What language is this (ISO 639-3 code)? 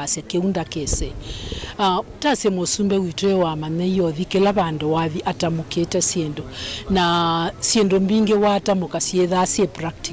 kam